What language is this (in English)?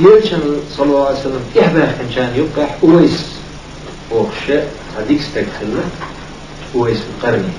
Chechen